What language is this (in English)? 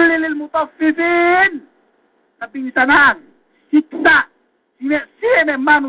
Yakan